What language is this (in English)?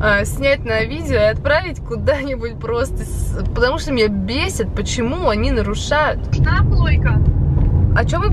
Russian